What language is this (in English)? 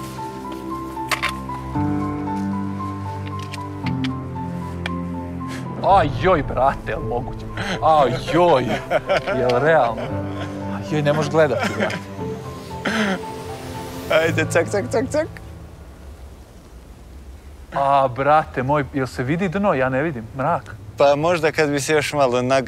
Serbian